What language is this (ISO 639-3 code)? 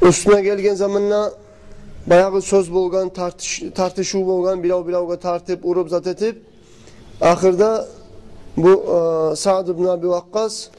kum